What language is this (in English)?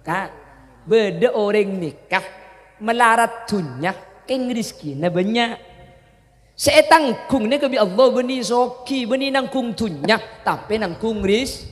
Madurese